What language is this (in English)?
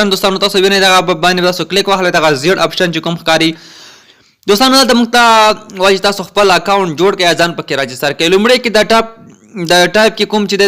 Pashto